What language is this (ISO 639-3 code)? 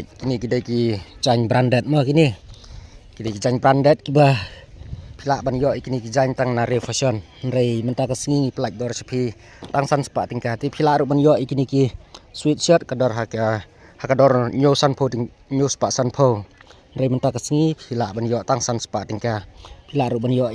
kha